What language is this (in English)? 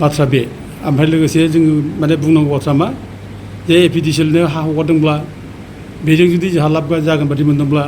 Bodo